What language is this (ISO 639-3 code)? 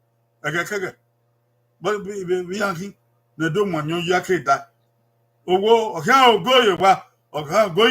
bin